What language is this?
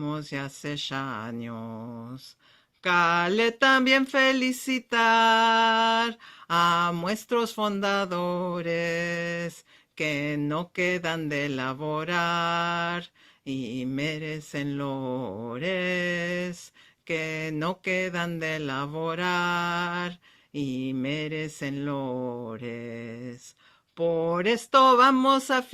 Ladino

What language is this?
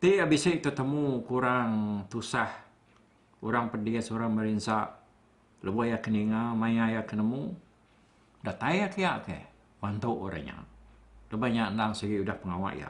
Iban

